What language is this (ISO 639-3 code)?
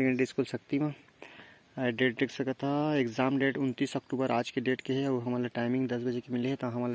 hne